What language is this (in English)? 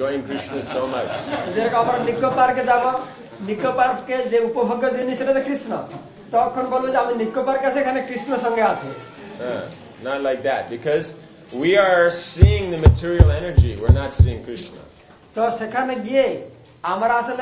Bangla